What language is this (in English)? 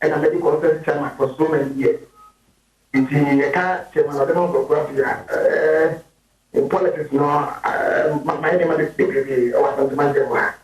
Akan